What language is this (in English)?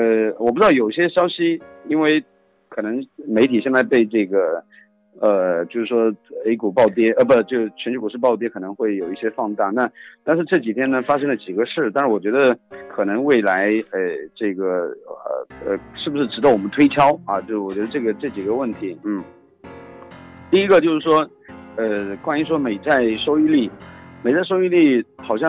Chinese